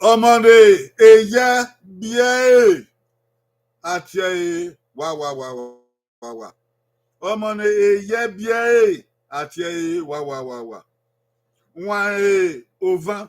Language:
Bini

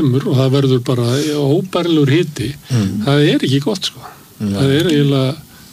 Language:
Icelandic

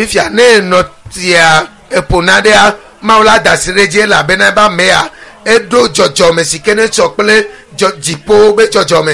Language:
Ewe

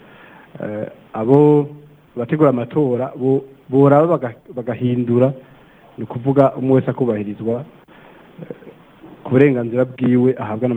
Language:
Rundi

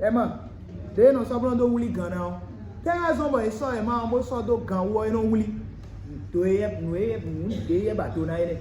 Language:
Fon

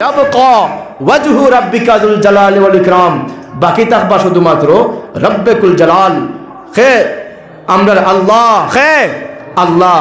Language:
Sylheti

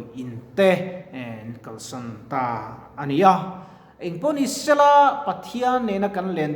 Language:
Mizo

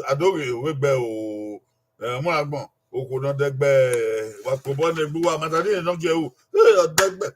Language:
Bini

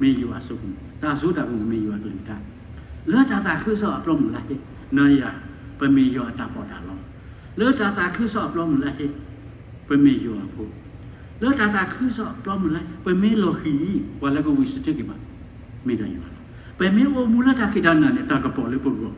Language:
S'gaw Karen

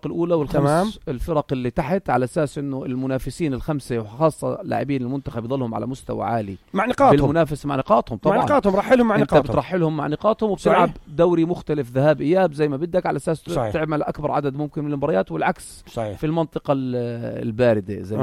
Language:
North Levantine Arabic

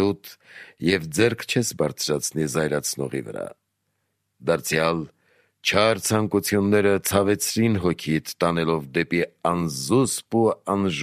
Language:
Armenian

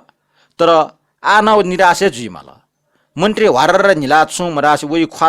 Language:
Newari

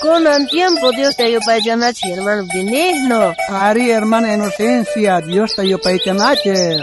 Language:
South Bolivian Quechua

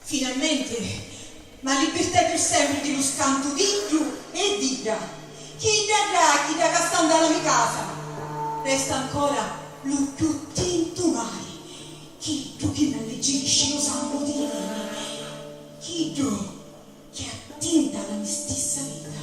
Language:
Sicilian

